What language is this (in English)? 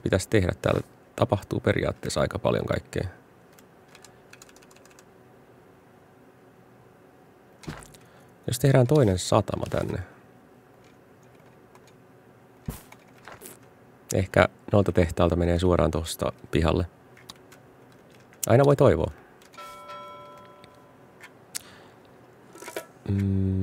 Finnish